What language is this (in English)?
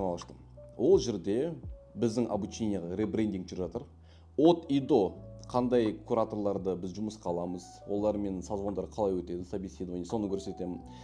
Kazakh